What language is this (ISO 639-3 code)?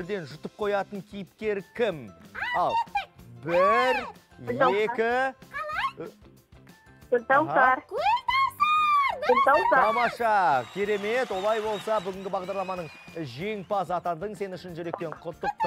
kaz